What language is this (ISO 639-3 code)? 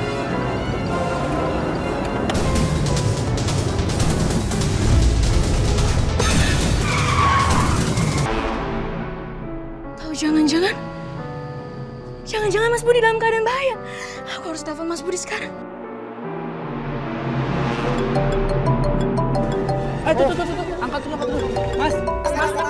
ind